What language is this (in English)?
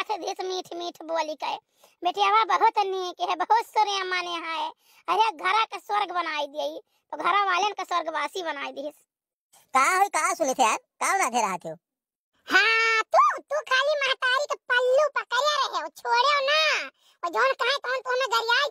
Awadhi